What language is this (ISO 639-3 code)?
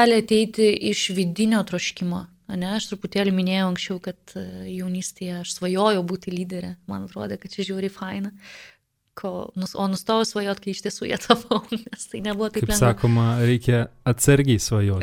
lit